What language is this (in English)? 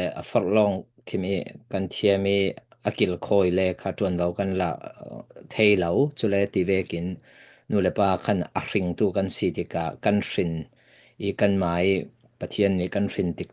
Falam Chin